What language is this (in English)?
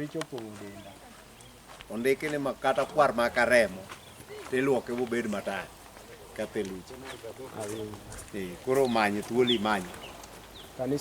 Luo (Kenya and Tanzania)